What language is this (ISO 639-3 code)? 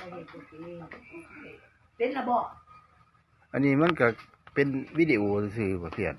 lao